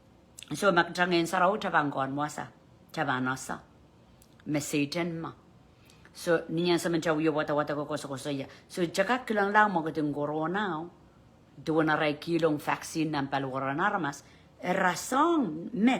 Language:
Pohnpeian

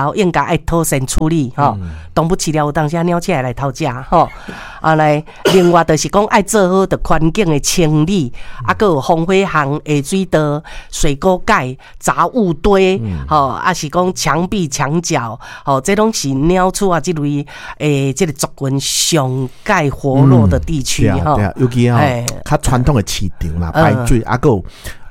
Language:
Min Nan Chinese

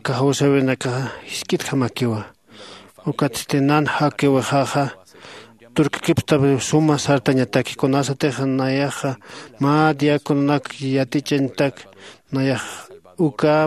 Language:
Aymara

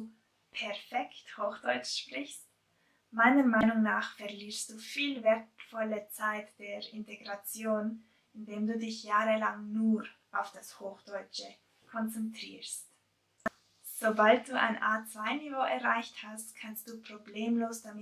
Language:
Swiss German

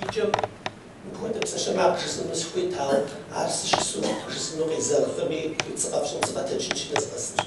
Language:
Kabardian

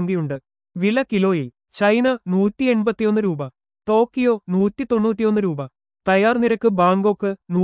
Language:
Malayalam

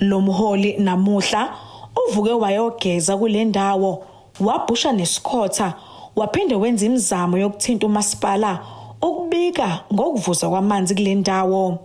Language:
Zulu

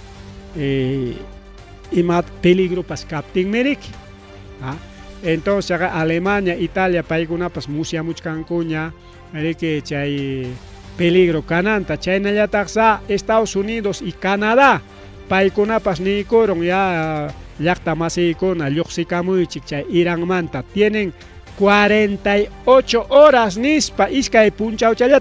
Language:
Ayacucho Quechua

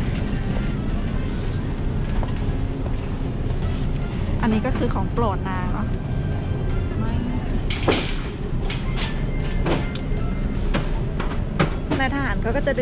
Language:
Thai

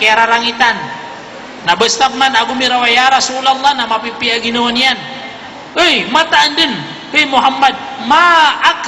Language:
Maranao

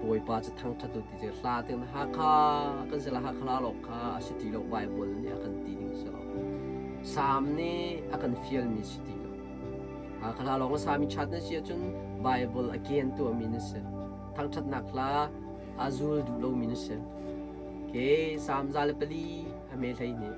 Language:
Hakha Chin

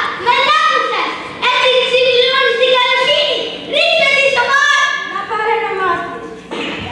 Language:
Greek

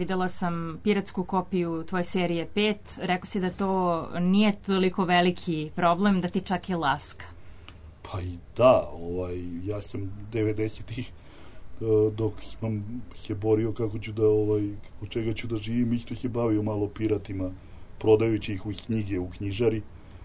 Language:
Serbian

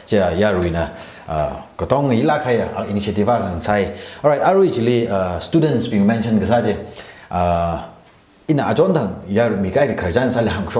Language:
Tangkhul Naga (India)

